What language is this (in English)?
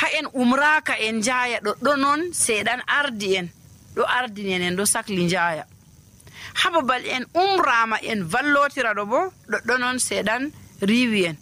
Nigerian Fulfulde